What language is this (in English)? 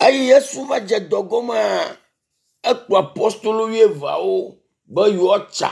Ewe